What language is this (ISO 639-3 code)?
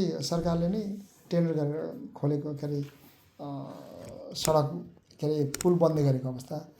nep